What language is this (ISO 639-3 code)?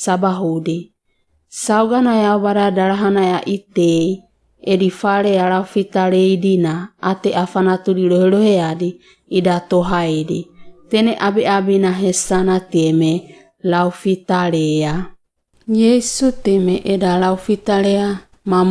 wgb